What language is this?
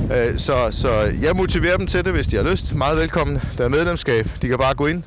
Danish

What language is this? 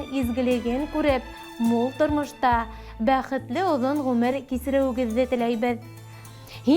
Bashkir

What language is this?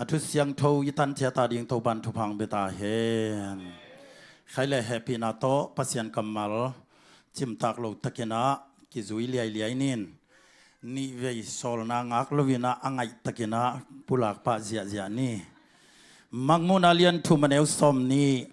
Tedim Chin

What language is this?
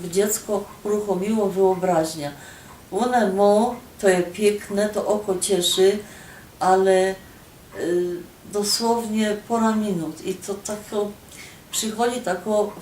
Silesian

